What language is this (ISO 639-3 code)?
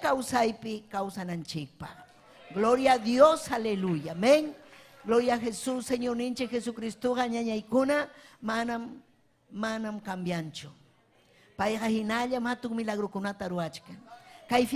quy